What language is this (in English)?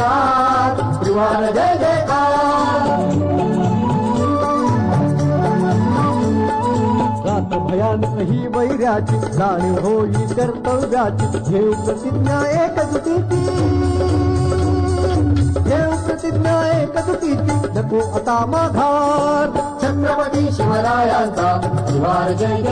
Marathi